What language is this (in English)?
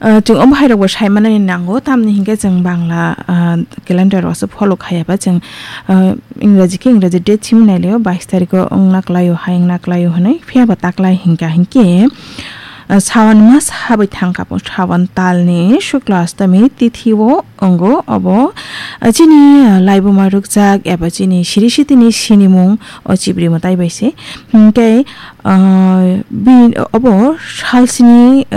Kok Borok